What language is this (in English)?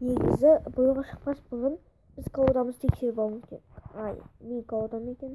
Kazakh